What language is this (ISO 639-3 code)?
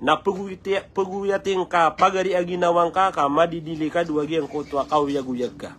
mrw